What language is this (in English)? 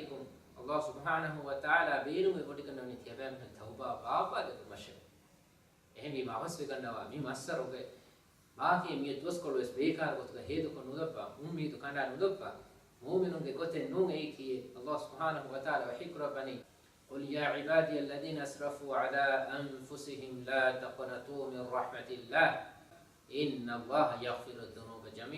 Divehi